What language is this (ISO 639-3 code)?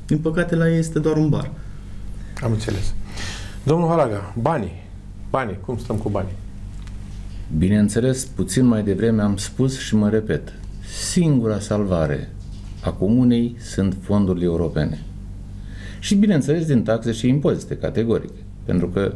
ron